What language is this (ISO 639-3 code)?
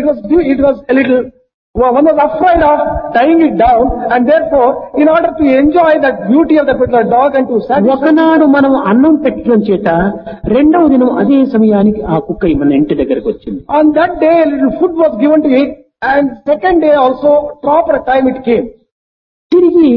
tel